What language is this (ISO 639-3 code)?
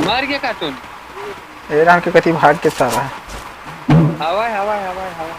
hne